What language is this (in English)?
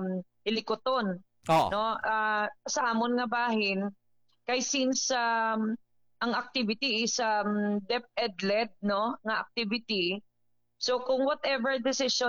Hiligaynon